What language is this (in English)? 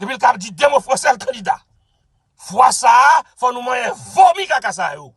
Haitian Creole